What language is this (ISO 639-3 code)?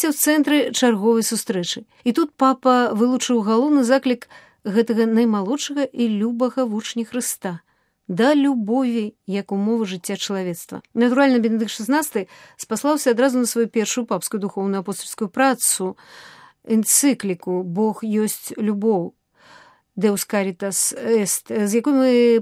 bel